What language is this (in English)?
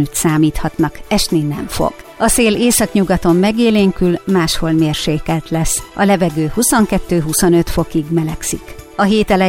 Hungarian